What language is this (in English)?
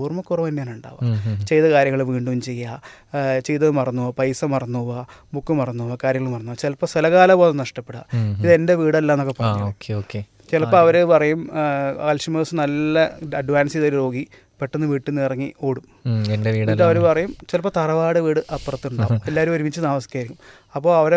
Malayalam